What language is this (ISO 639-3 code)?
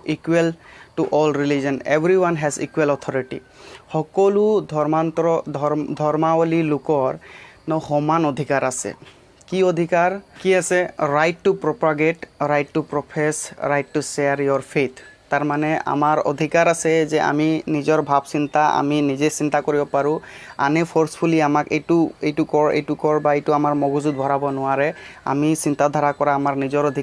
asm